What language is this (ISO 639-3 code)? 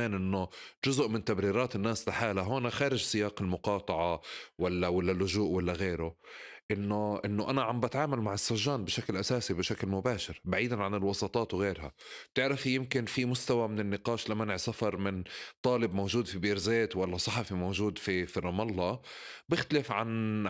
apc